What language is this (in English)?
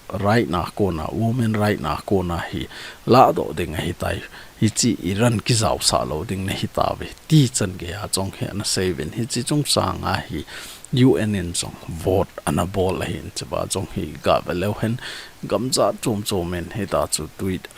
Thado Chin